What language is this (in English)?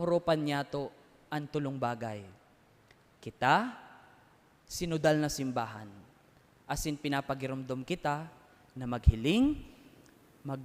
Bikol